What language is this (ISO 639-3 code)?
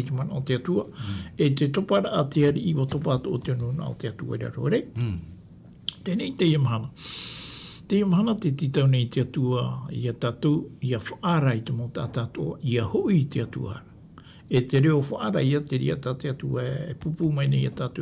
tah